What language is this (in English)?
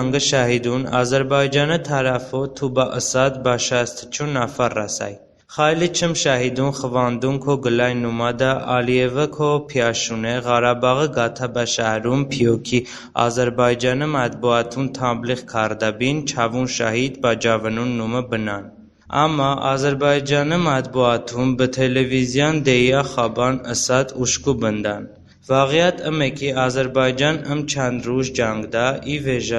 Talysh